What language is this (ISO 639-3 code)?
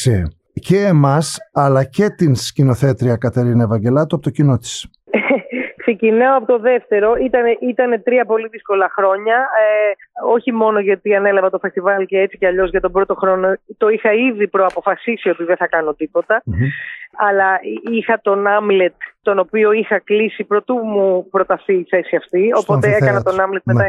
ell